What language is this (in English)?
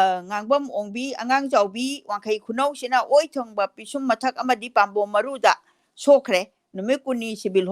Manipuri